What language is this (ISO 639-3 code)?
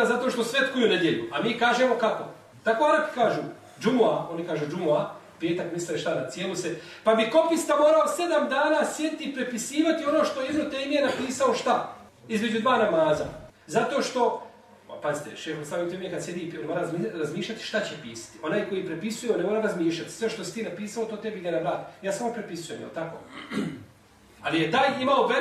bos